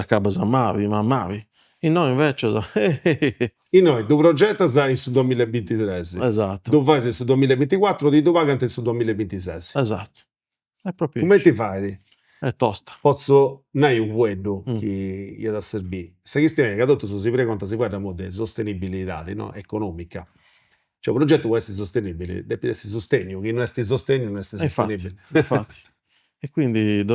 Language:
Sardinian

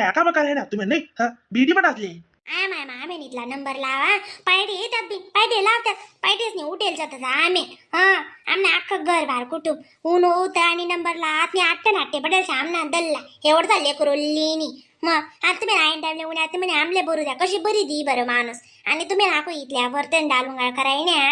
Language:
Khandesi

